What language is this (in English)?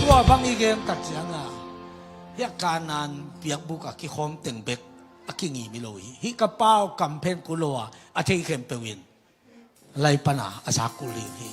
Tedim Chin